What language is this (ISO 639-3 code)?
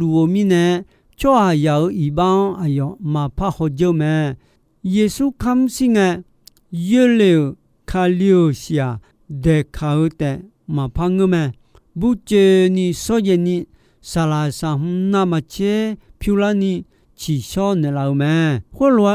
ahk